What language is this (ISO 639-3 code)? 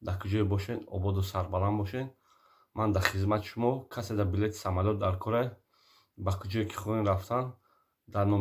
tgk